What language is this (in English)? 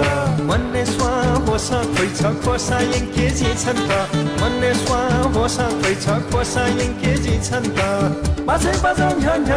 Newari